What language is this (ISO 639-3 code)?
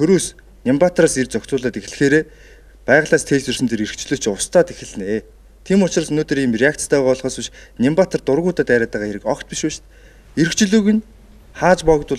mon